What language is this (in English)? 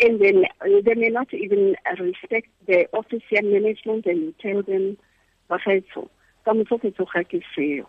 Tswana